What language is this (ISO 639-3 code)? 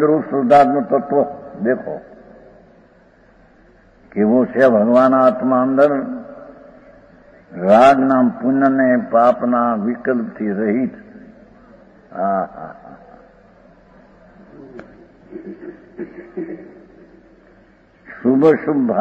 guj